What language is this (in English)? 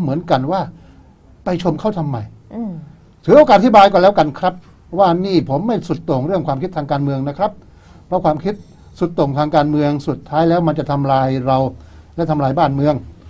Thai